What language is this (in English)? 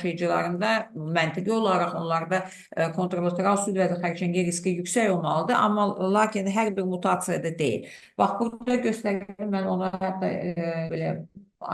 Azerbaijani